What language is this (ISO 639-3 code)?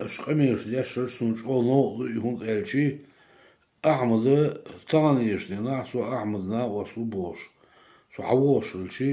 che